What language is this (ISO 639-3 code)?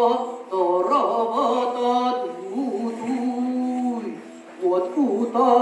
sah